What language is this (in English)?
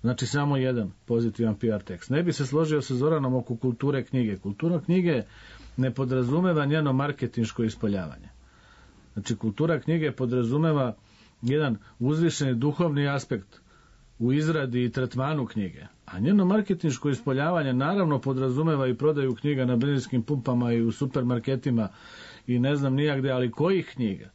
Serbian